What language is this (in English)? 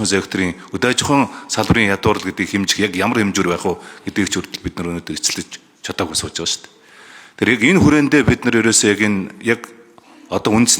Mongolian